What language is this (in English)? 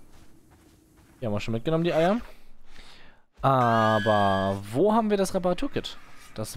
German